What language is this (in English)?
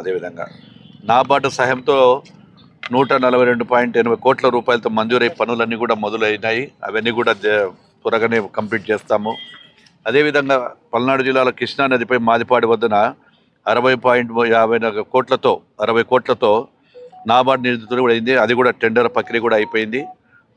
Telugu